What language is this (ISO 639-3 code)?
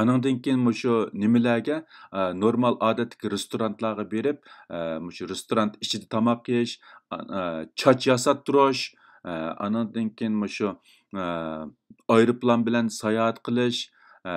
uig